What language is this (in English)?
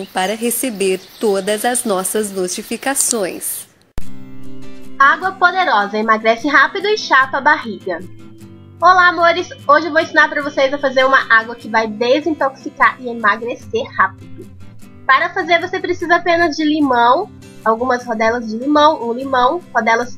Portuguese